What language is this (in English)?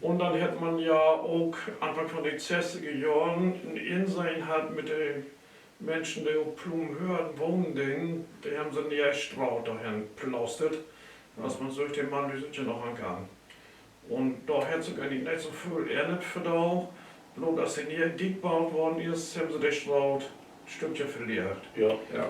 Low German